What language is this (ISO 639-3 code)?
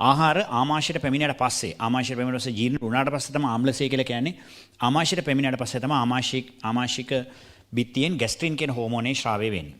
sin